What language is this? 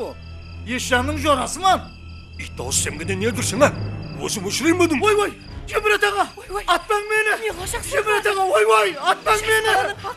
Kara-Kalpak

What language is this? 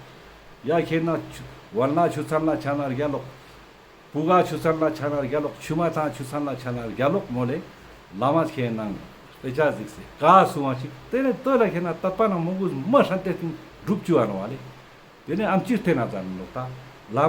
Ladakhi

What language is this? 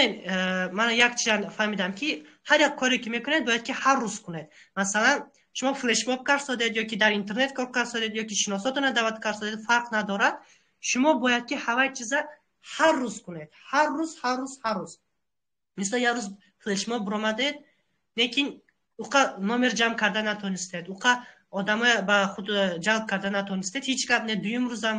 Tajik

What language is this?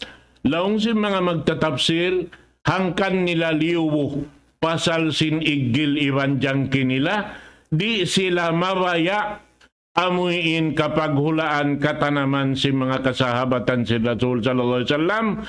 Tausug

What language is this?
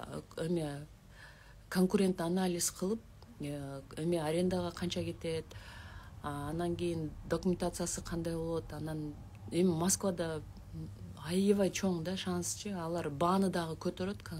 Kyrgyz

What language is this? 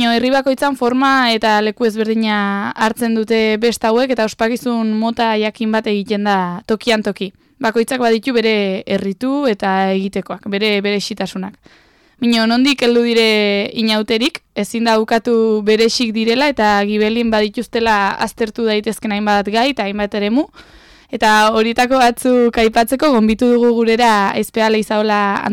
Basque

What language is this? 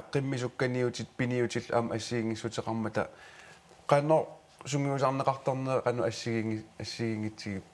Kalaallisut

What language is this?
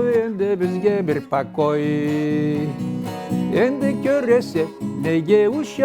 Karachay-Balkar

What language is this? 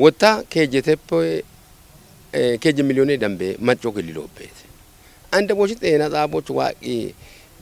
Kafa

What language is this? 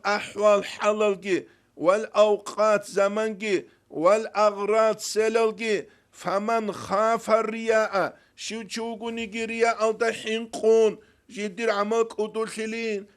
Avaric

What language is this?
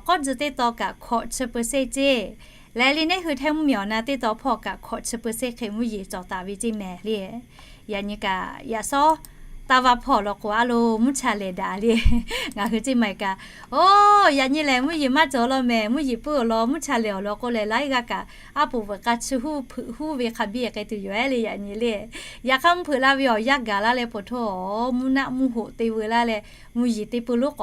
Lahu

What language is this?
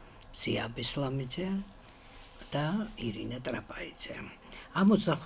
Georgian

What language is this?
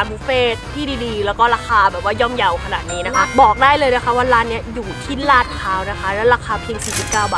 Thai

